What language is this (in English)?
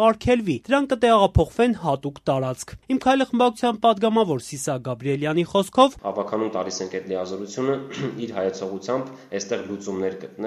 Armenian